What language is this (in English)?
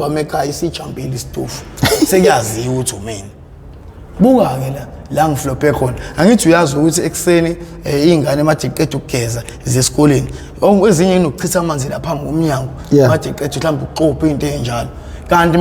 Zulu